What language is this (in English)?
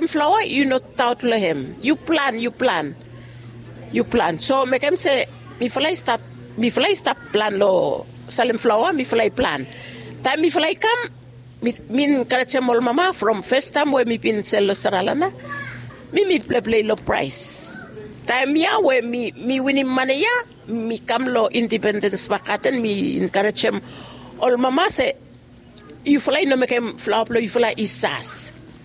Bislama